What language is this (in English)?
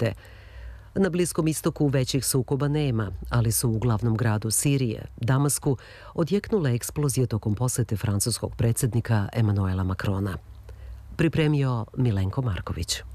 Serbian